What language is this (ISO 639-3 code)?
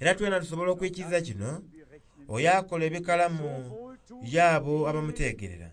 xog